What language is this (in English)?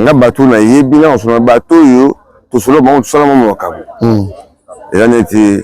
Lingala